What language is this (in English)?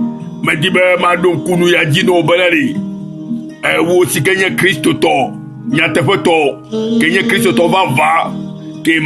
Ewe